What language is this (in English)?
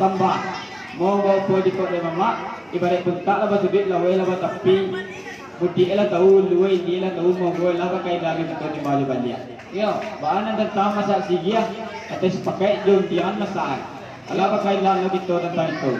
Minangkabau